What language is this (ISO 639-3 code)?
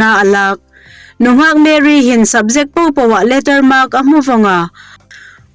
hmr